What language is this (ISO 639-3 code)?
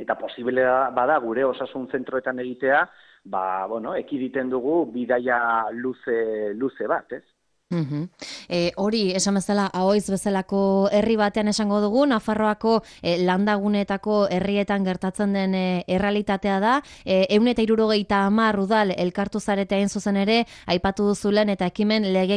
eus